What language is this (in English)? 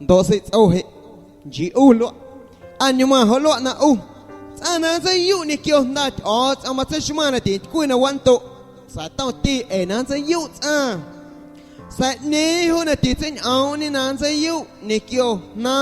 Guerrero Amuzgo